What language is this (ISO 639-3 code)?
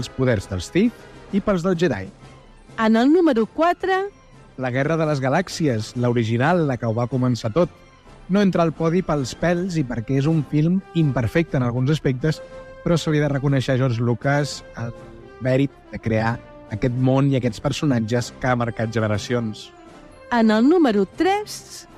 cat